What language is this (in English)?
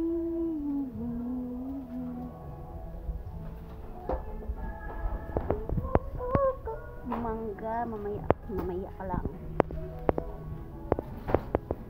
Filipino